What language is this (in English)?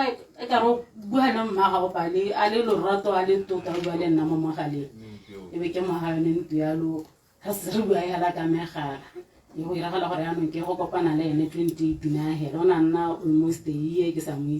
Tswana